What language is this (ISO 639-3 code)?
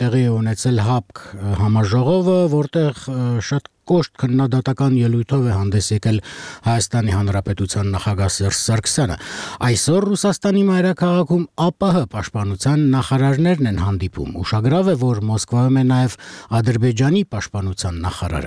hye